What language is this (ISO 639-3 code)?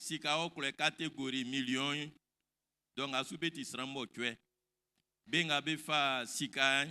bci